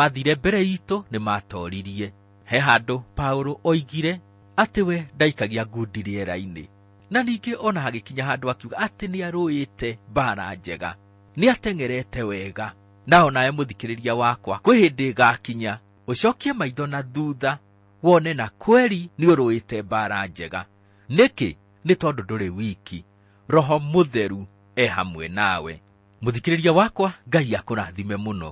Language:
Kikuyu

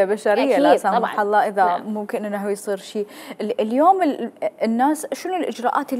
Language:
Mesopotamian Arabic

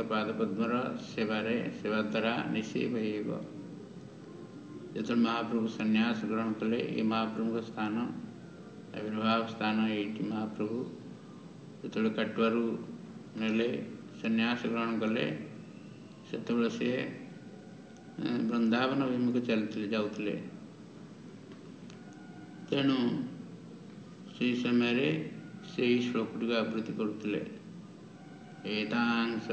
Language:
Odia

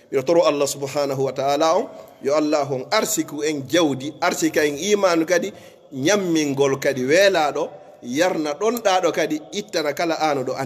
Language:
Pular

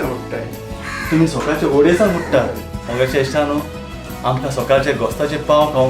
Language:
Konkani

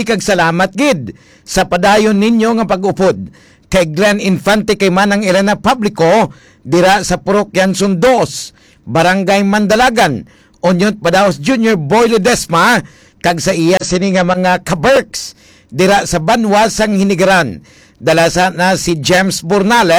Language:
Hiligaynon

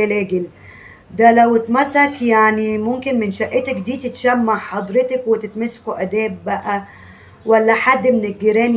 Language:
Egyptian Arabic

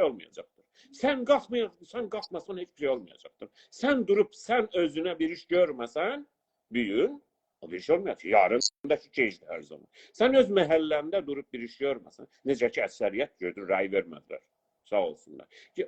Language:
South Azerbaijani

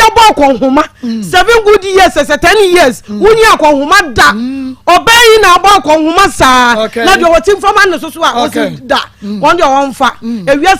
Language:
Akan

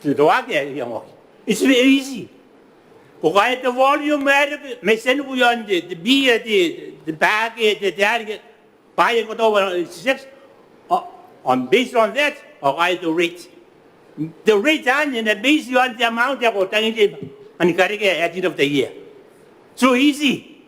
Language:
Gilbertese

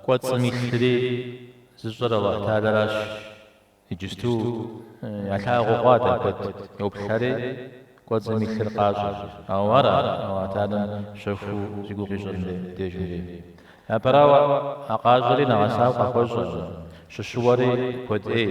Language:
Kabardian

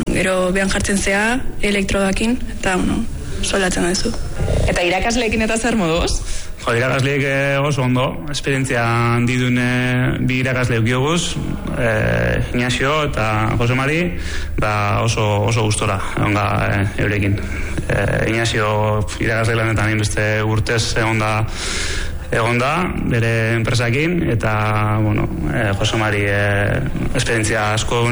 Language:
Basque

